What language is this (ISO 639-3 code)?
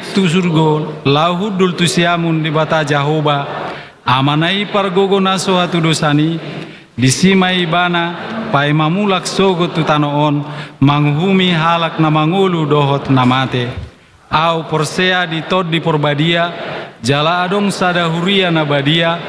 bbc